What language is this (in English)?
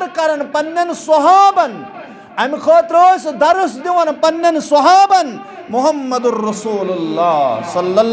Kashmiri